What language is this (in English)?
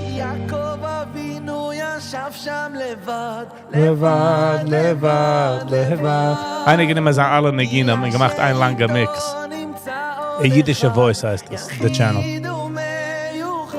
Yiddish